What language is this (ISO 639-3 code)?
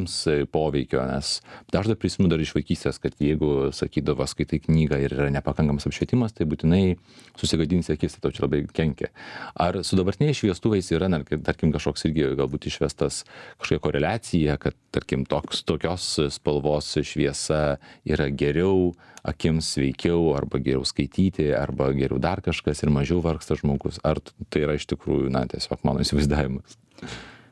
lit